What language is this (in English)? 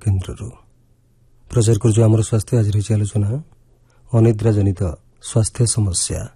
Odia